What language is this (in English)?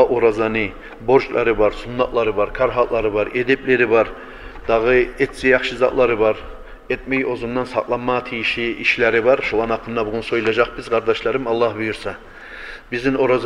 Kumyk